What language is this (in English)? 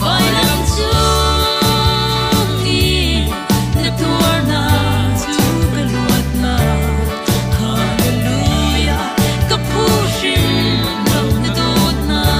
Hakha Chin